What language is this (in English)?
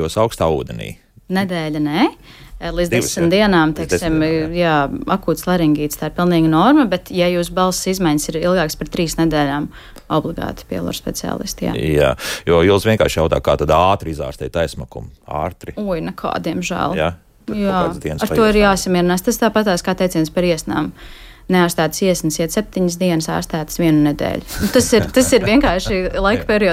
Latvian